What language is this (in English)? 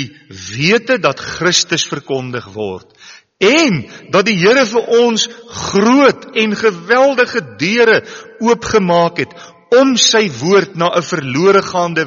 Afrikaans